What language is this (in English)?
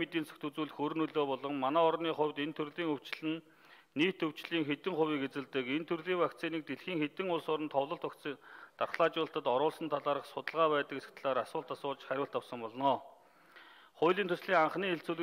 Mongolian